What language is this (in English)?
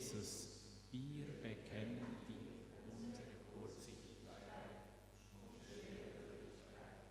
Swiss German